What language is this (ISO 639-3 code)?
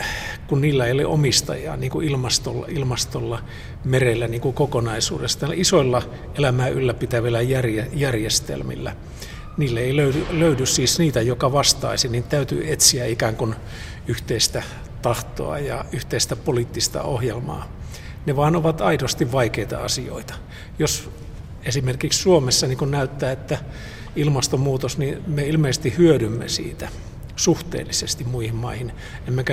fin